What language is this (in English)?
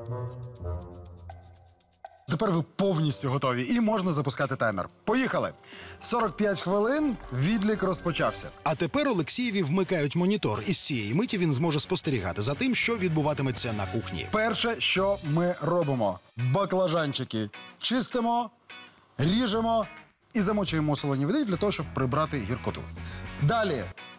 Ukrainian